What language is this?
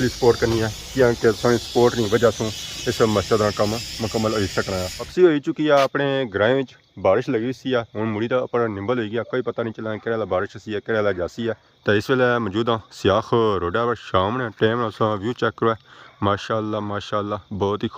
Pahari-Potwari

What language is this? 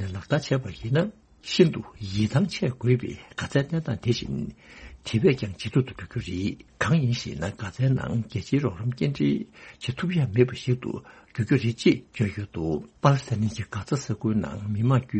Tibetan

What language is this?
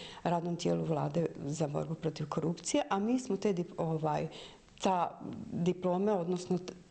Bosnian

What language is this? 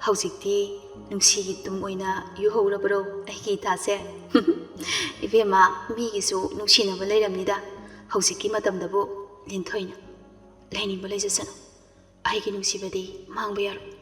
Manipuri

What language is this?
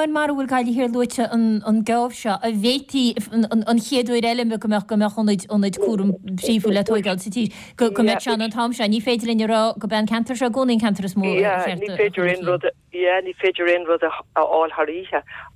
Irish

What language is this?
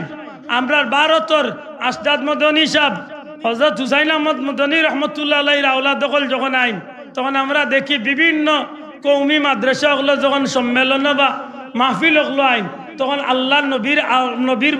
Sylheti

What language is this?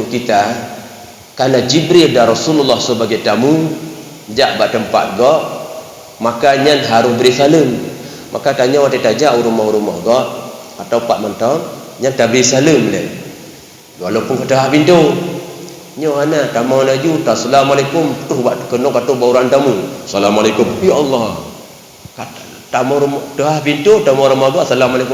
Achinese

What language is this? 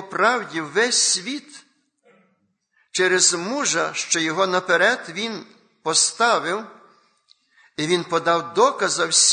Ukrainian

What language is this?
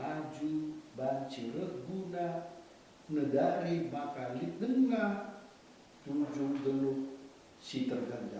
Batak Karo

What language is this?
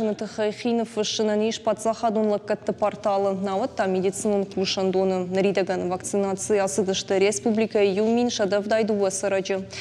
Ossetic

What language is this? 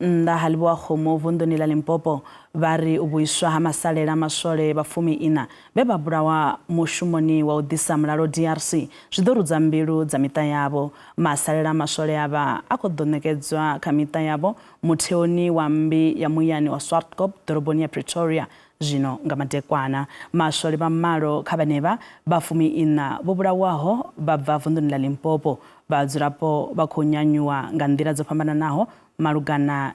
Venda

